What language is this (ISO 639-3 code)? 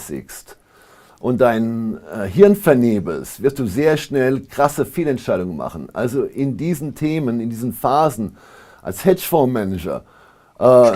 gsw